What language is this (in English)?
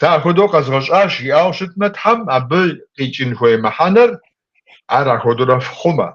Kabardian